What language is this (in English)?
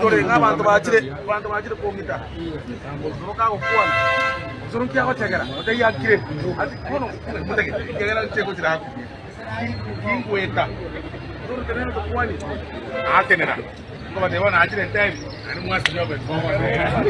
Gusii